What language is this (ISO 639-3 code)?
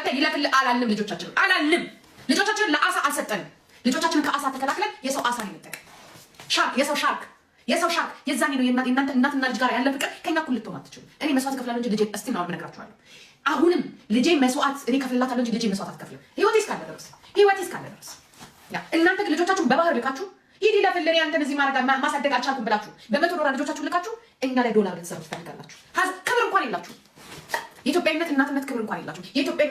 amh